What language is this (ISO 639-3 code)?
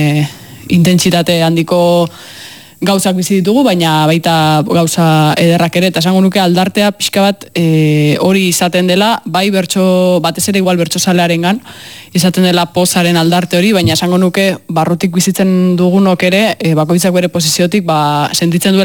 eus